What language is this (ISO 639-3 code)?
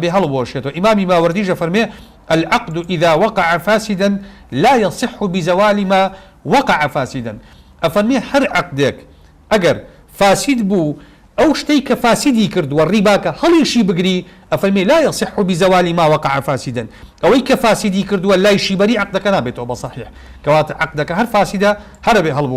ckb